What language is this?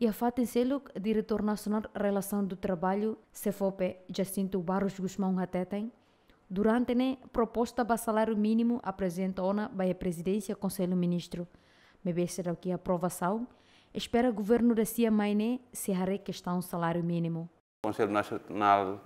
Tetum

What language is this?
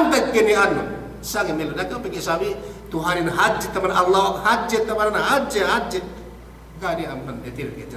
Yakan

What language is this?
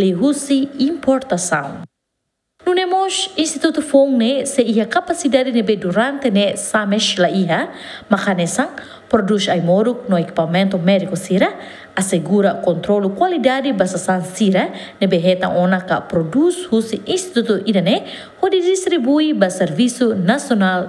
Tetum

